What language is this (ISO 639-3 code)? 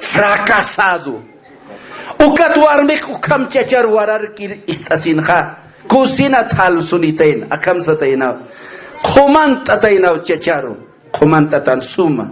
aym